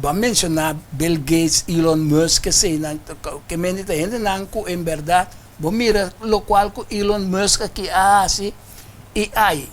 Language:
Papiamento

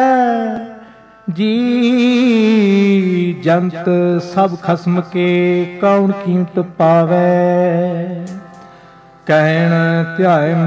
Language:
Punjabi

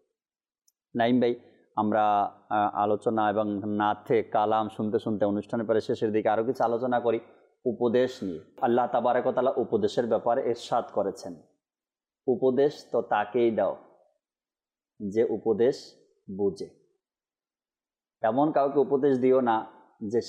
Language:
Bangla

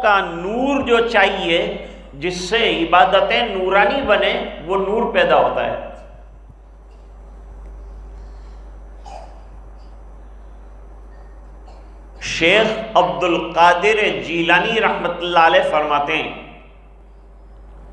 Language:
Urdu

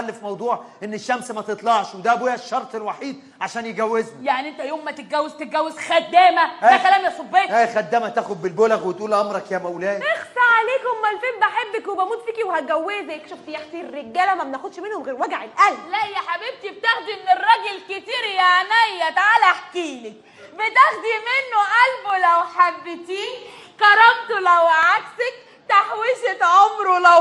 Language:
Egyptian Arabic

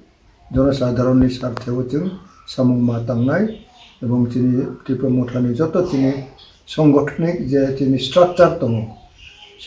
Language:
Kok Borok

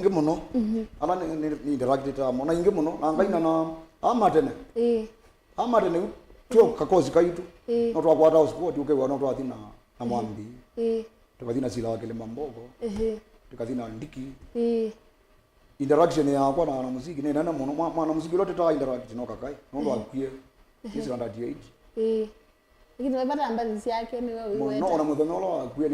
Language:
Kamba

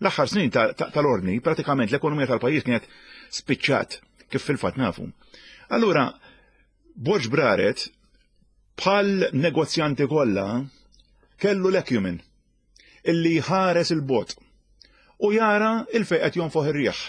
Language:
Maltese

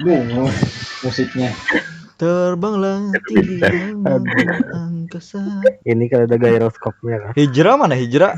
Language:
Banjar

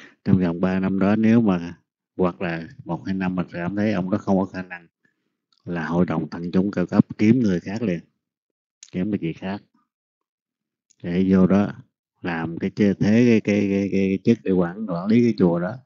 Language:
Vietnamese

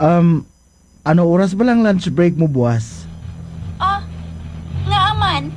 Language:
Hiligaynon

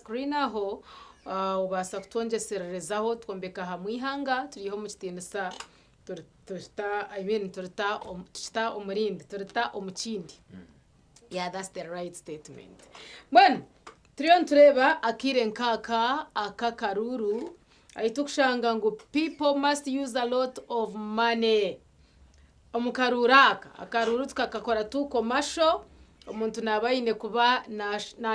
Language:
Nyankole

